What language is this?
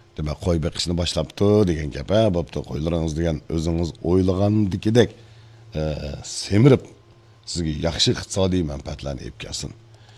Uyghur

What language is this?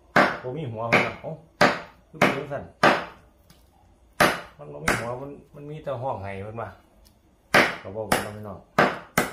Thai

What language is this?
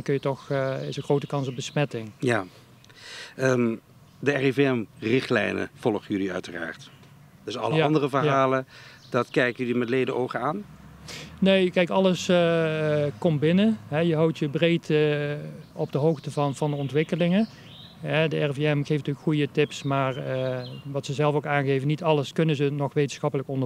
Dutch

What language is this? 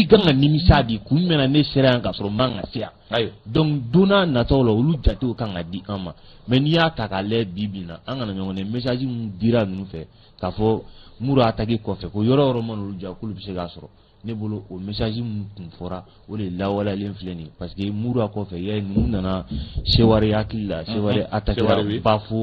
Bambara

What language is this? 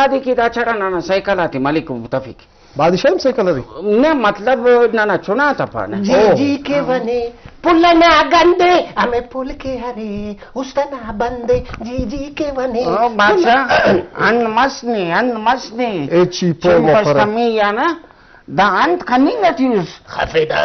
Brahui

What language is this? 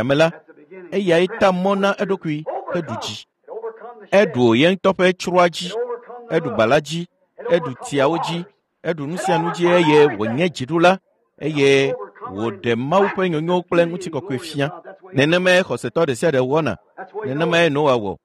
Ewe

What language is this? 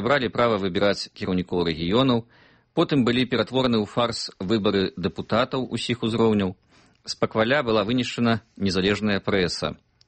Belarusian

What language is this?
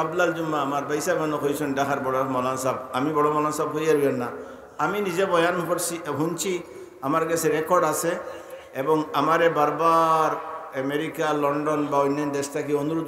Sylheti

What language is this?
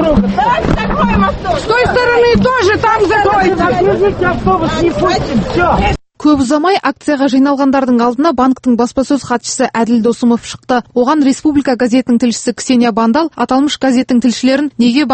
Kazakh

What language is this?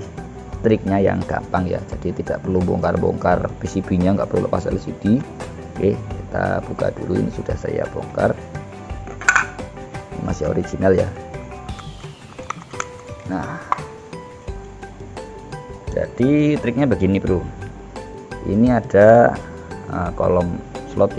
Indonesian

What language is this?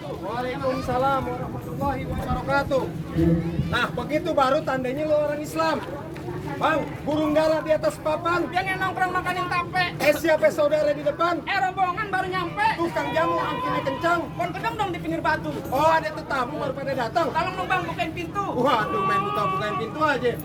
Betawi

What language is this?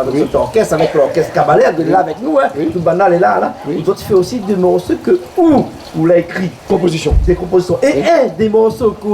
Réunion Creole French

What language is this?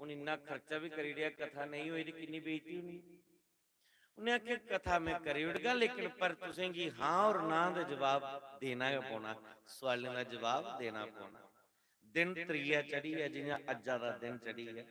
Dogri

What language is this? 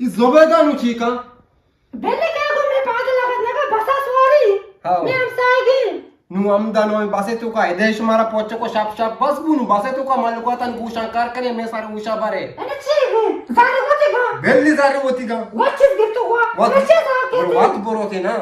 Eastern Balochi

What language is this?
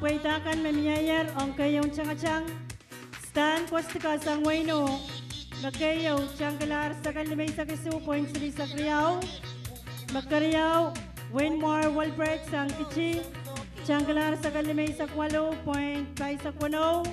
Pohnpeian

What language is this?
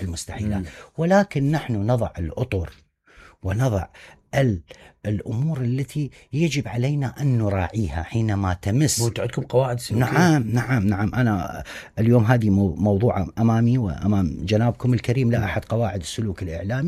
Mesopotamian Arabic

